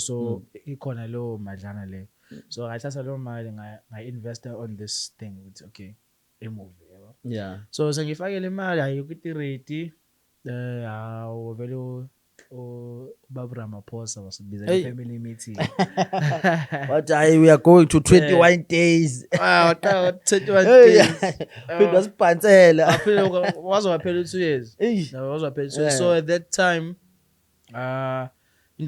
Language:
Zulu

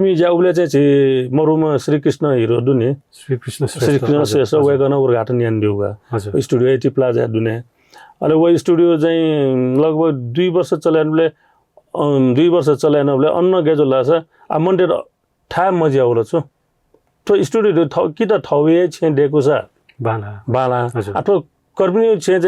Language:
Newari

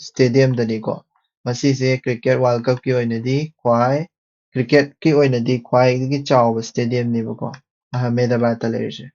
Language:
Manipuri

